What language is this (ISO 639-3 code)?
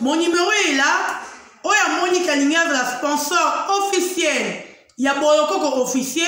lin